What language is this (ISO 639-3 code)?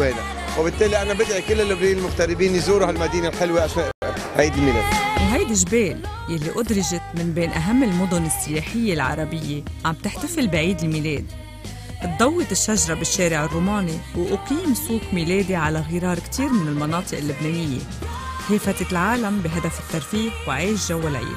apc